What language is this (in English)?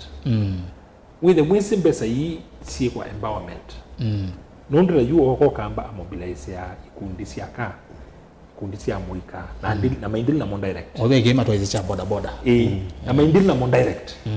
Kamba